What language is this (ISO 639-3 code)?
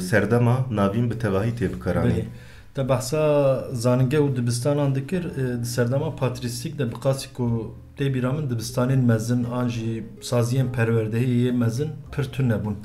kur